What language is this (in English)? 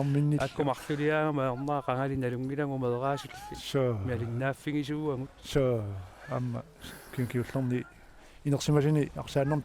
Kalaallisut